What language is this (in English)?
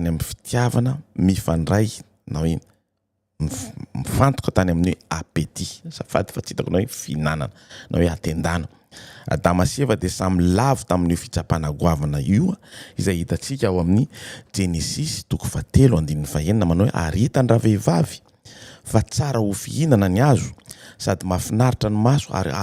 Malagasy